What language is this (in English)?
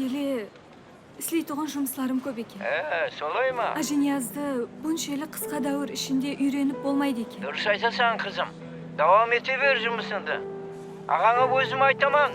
Kara-Kalpak